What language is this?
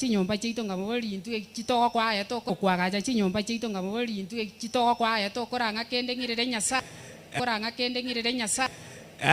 Gusii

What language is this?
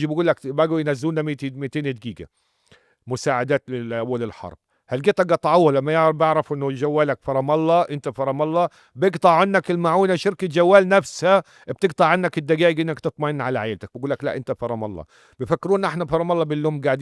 North Levantine Arabic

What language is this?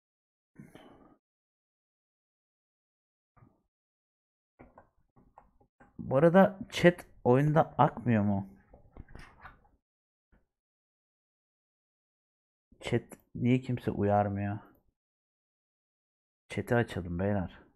Turkish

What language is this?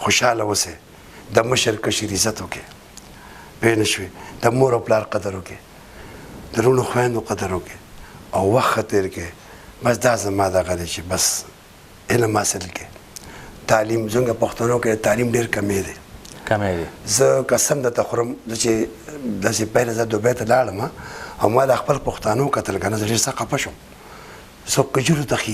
Pashto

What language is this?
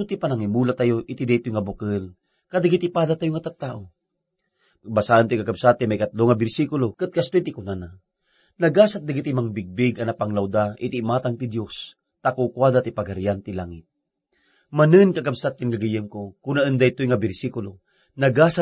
Iloko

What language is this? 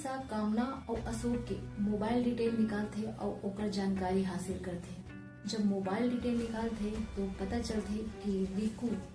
Chhattisgarhi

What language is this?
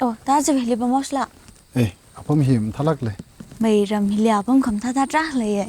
Tangkhul Naga (India)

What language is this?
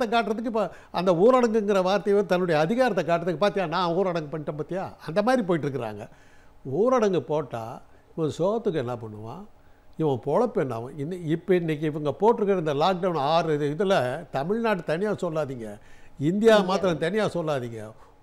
Tamil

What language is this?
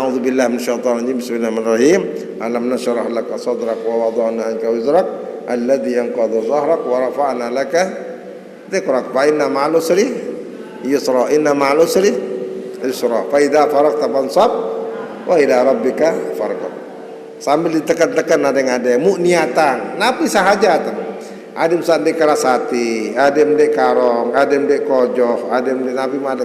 Sasak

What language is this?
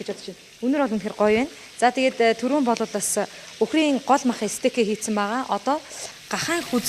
Mongolian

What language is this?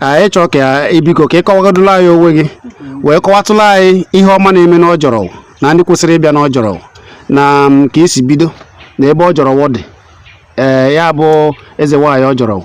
Igbo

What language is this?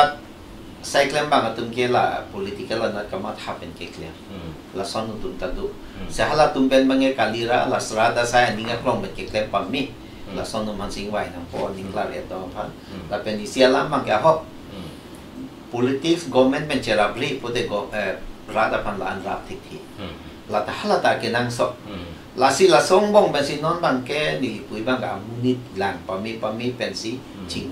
Karbi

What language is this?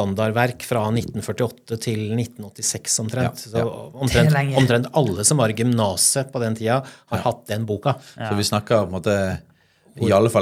Norwegian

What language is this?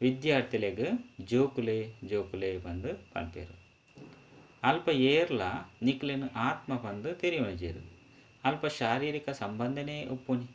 Tulu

